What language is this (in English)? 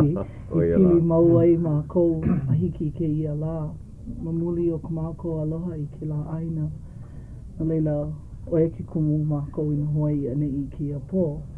Hawaiian